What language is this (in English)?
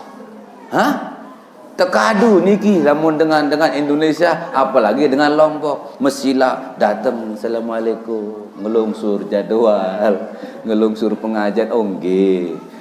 Sasak